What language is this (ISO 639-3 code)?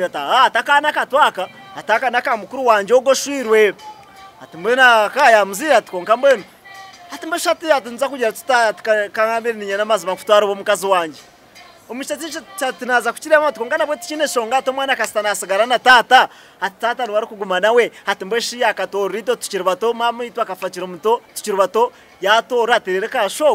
nyn